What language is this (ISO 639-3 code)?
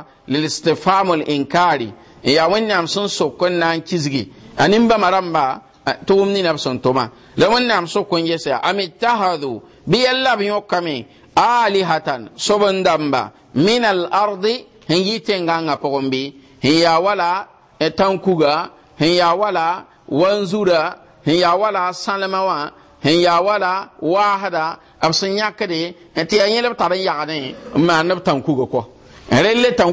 mos